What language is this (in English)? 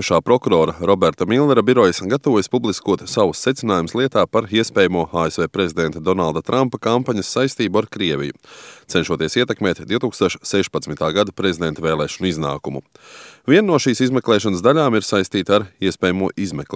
Latvian